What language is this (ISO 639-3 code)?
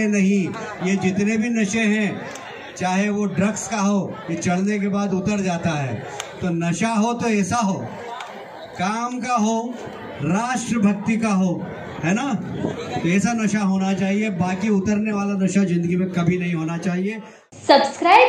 hin